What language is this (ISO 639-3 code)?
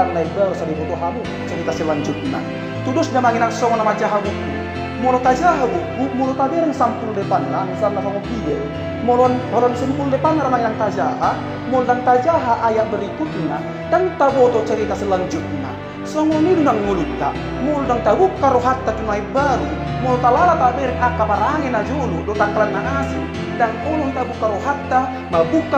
bbc